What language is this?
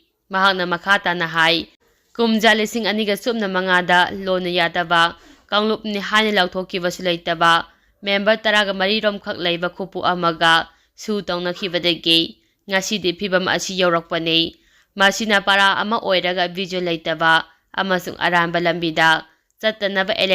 Manipuri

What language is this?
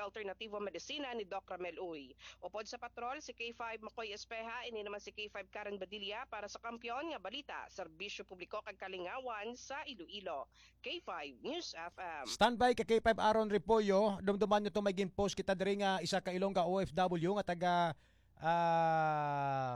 Hiligaynon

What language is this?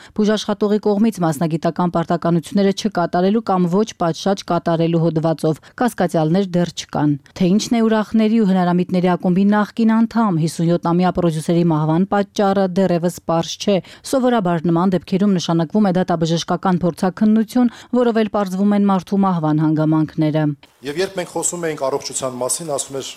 Armenian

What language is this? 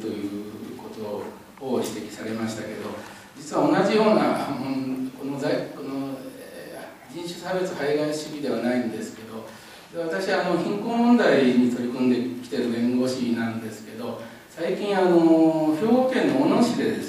Japanese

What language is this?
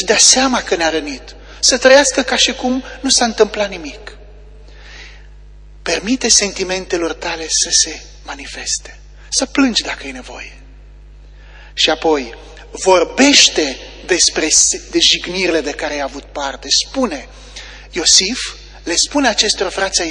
Romanian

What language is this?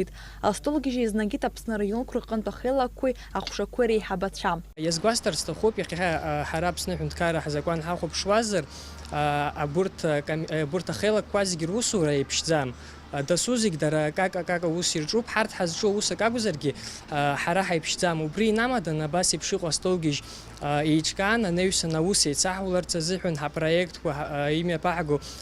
Abkhazian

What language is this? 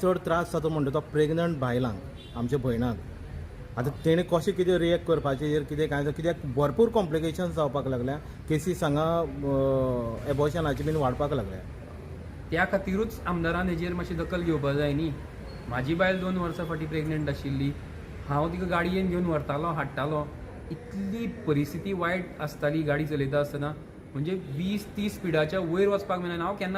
Konkani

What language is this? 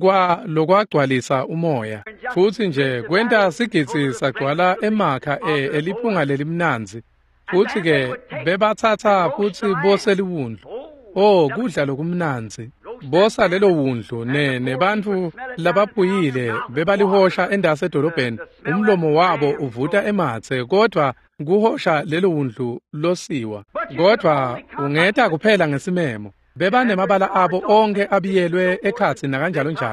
Swati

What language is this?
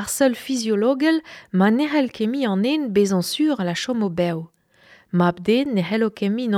Breton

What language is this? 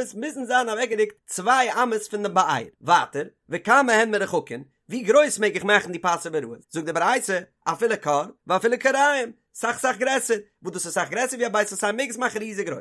Yiddish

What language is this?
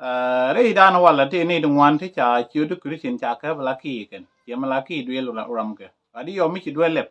Nuer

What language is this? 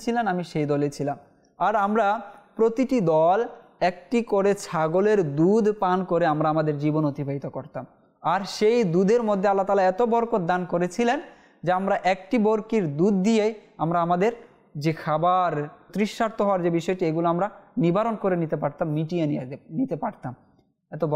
Bangla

